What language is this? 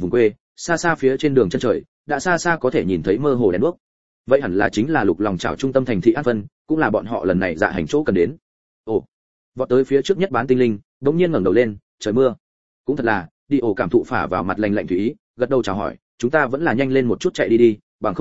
Vietnamese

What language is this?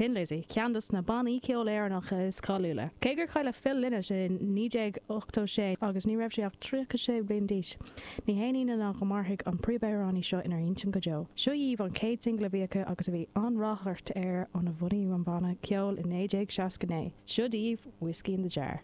Irish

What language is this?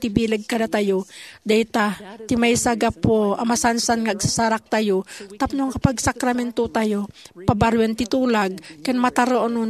Iloko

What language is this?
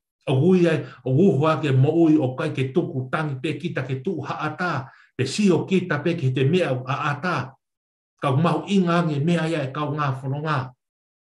Tongan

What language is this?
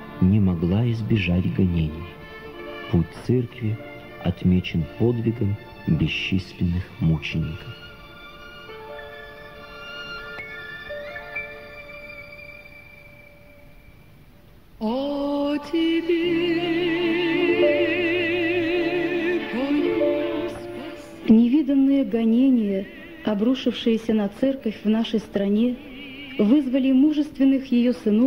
Russian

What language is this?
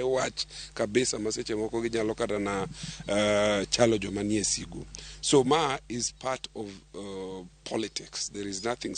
Luo (Kenya and Tanzania)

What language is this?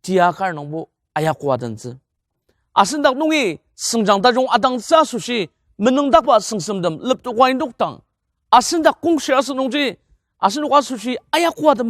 Ao Naga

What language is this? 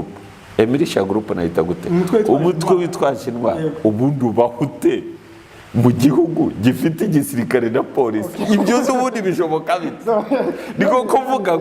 Kinyarwanda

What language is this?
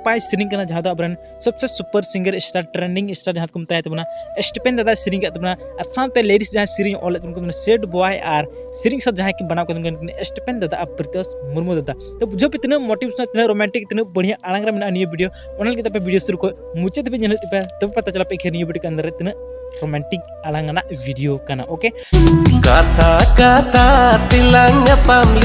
Santali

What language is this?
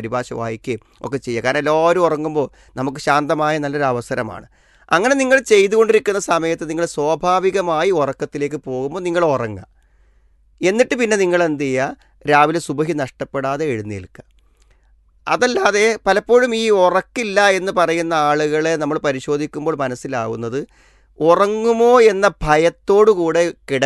Malayalam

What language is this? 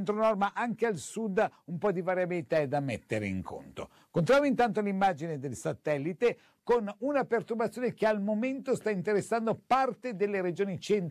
Italian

